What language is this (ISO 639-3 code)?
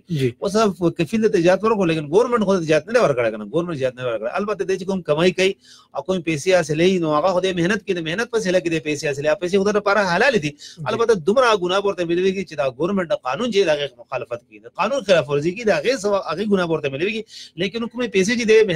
pus